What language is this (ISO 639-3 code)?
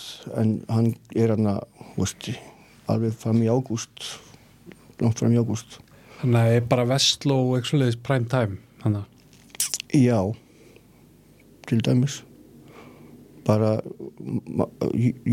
isl